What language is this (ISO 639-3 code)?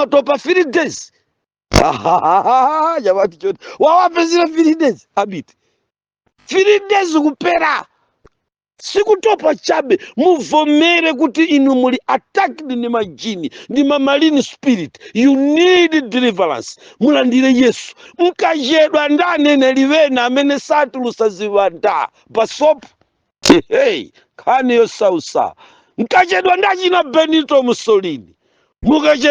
nya